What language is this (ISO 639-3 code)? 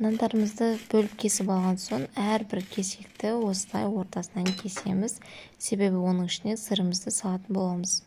kaz